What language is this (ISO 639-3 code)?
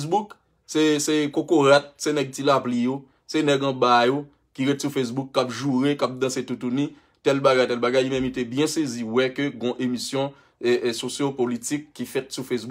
hat